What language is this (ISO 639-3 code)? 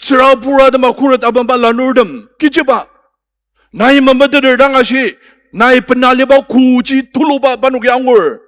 njo